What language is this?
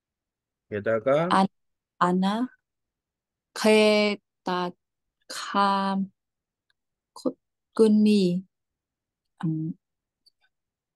Korean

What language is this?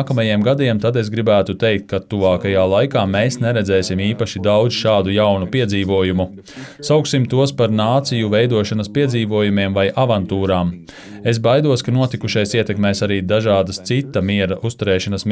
Latvian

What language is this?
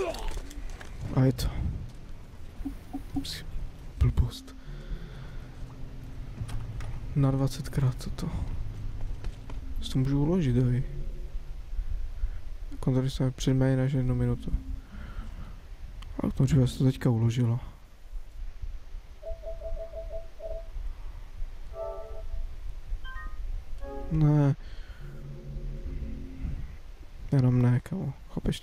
Czech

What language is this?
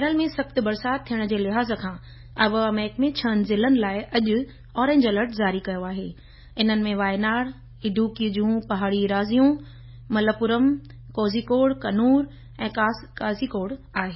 Sindhi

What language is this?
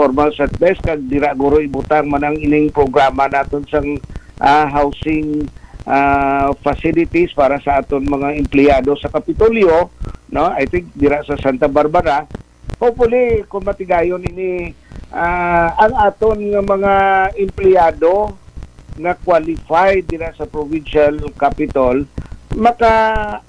Hiligaynon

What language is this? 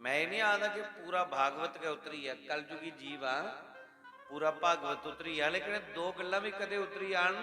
Dogri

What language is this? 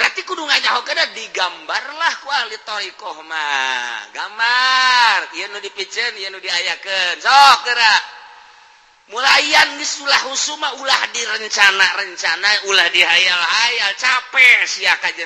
Sundanese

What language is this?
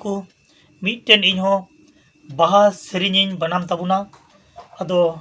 Santali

